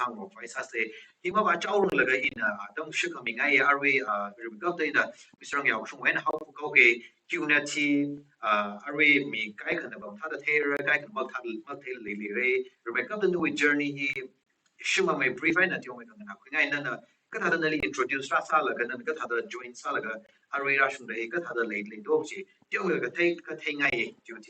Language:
Tangkhul Naga (India)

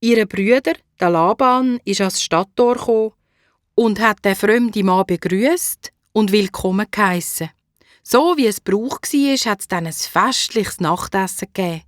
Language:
Swiss German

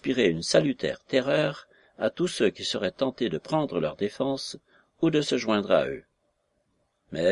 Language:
French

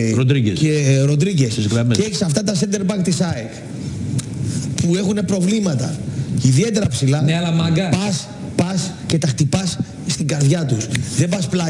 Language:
Greek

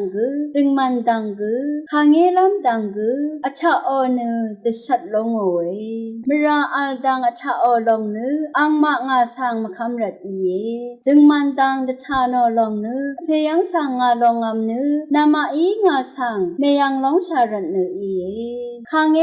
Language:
Rawang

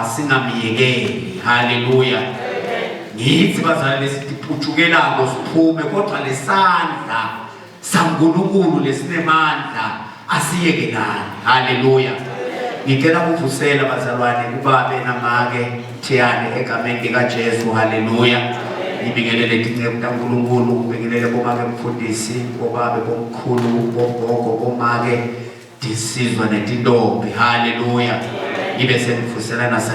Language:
Zulu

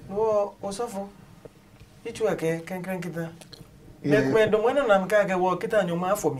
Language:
Adangme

